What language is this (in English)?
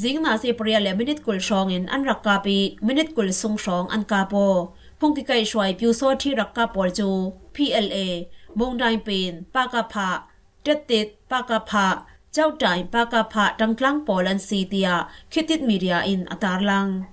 Falam Chin